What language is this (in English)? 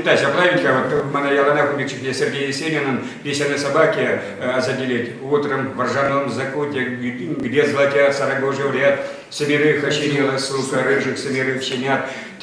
Chuvash